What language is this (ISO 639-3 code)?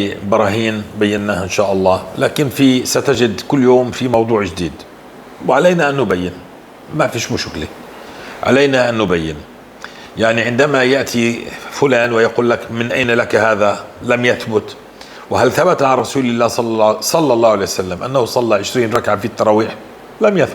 apc